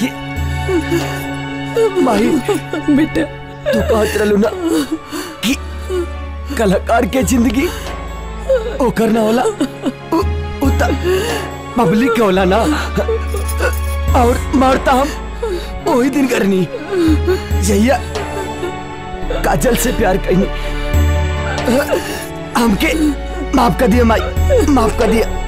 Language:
Bhojpuri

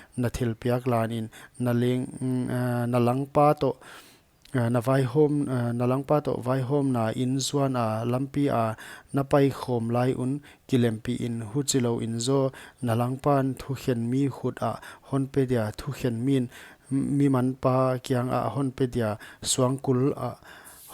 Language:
Paite Chin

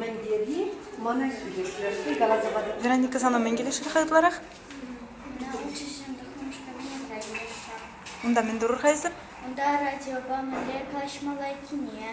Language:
Chuvash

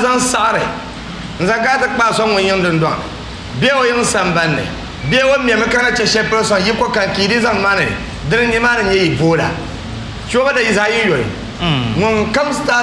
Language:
Dagbani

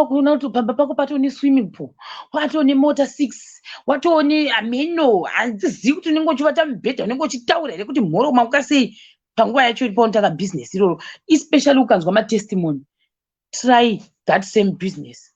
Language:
Shona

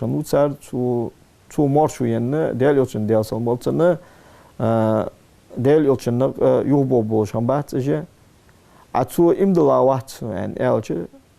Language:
Ingush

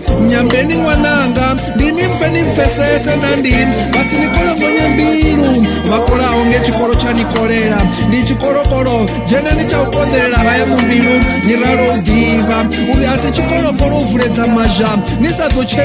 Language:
Venda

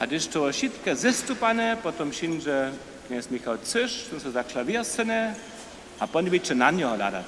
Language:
Upper Sorbian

